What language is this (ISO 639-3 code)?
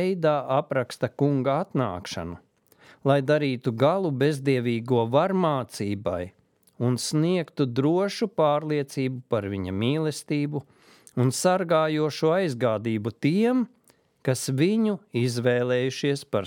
lav